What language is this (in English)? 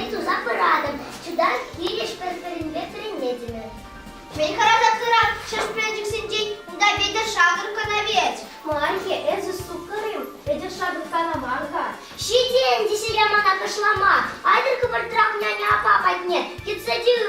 Chuvash